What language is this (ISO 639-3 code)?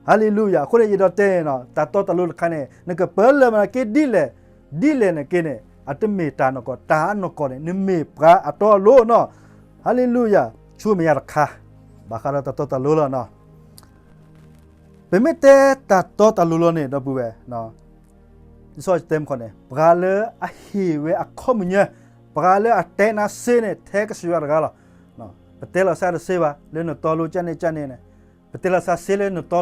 ksw